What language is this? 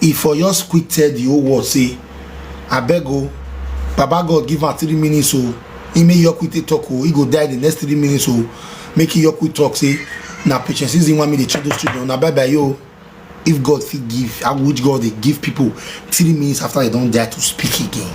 Nigerian Pidgin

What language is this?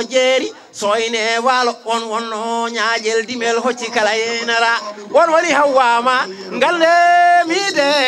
Fula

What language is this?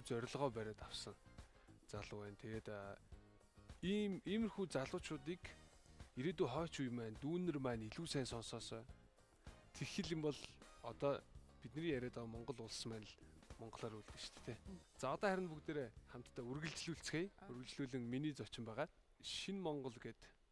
Mongolian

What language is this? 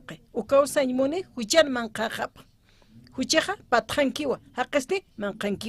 Aymara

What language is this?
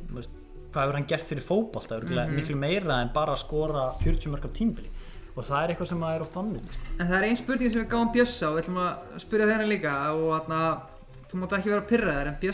Icelandic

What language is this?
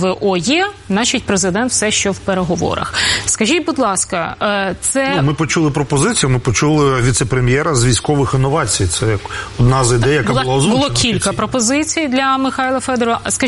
Ukrainian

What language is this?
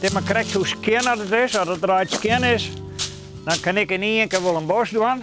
Western Frisian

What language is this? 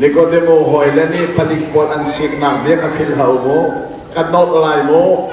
Hakha Chin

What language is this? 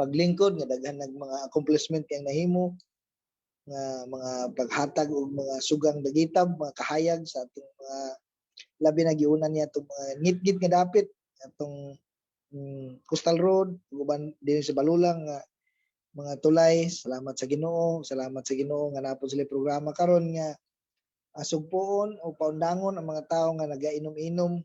Cebuano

